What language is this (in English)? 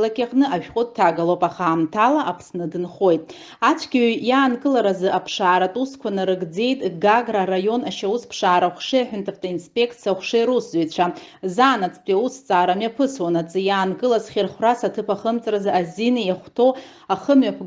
Abkhazian